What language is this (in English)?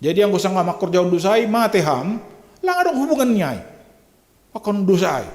Batak Simalungun